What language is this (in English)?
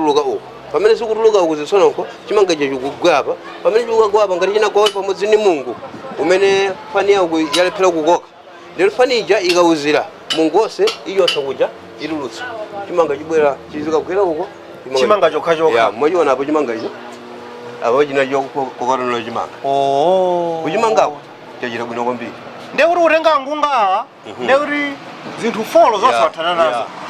Nyanja